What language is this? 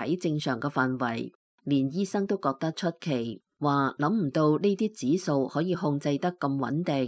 Cantonese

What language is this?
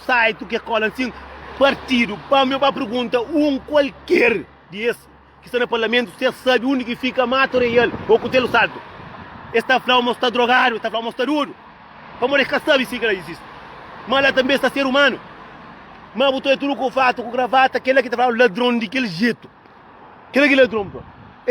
Kabuverdianu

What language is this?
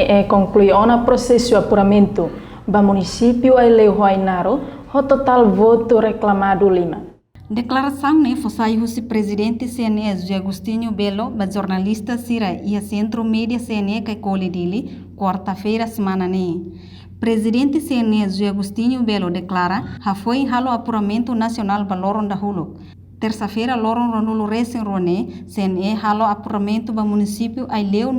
Tetum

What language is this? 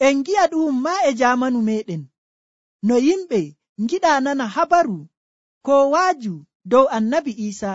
Nigerian Fulfulde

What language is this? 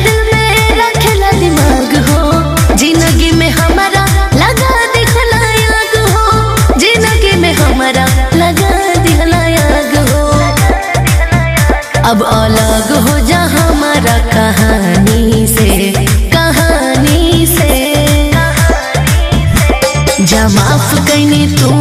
Bhojpuri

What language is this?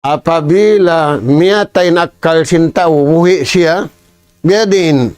Tausug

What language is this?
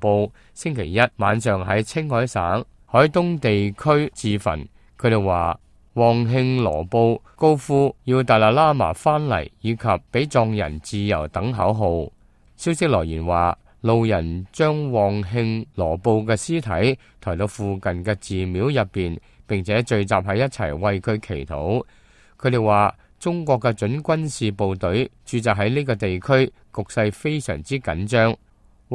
Cantonese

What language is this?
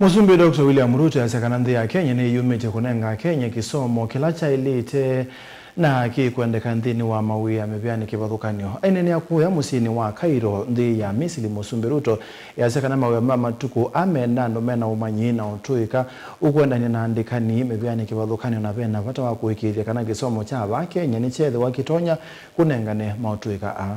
Kamba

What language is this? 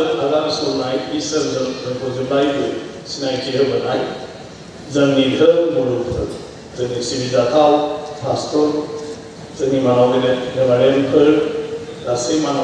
Bodo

